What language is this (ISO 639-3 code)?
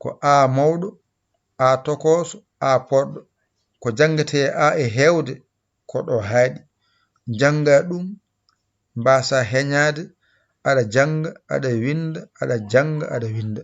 ful